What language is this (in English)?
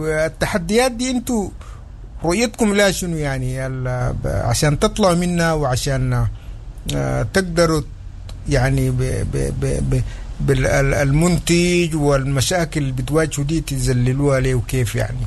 Sudanese Arabic